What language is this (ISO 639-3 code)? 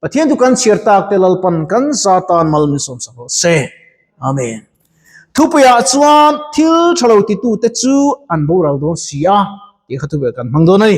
lus